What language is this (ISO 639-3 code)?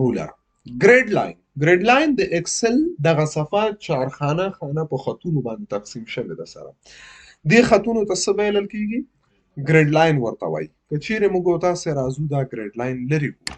pus